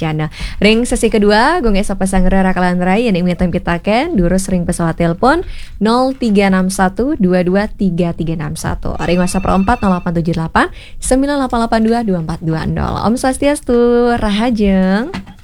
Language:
Balinese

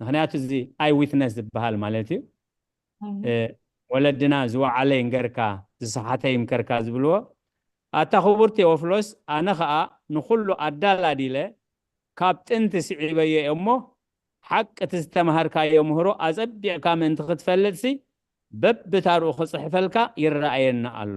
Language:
Tigrinya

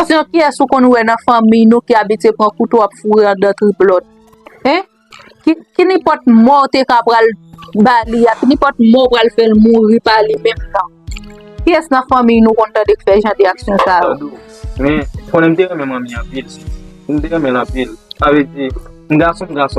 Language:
Haitian Creole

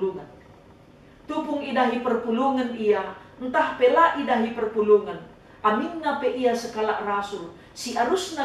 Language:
Batak Karo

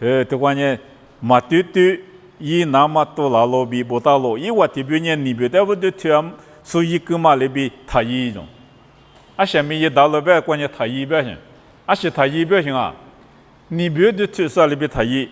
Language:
Lisu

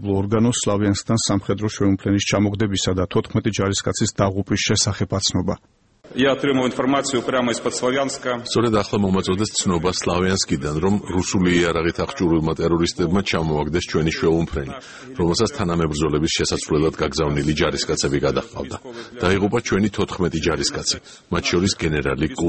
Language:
Georgian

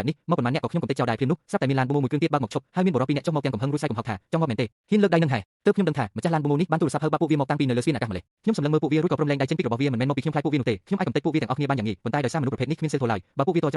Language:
Khmer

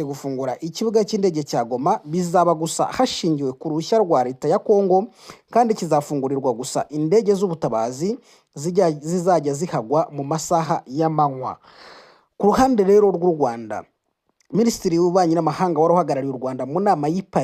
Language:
Kinyarwanda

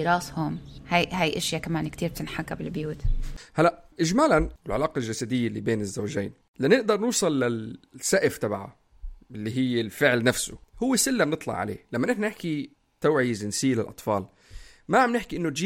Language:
North Levantine Arabic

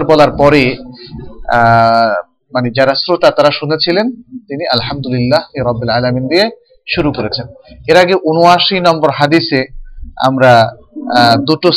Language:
Bangla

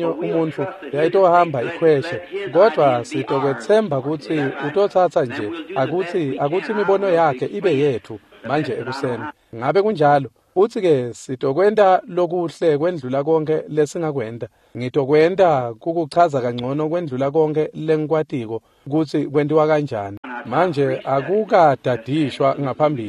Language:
Swati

